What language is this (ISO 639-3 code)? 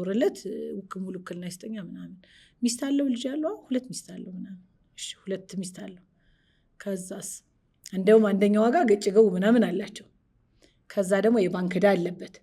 amh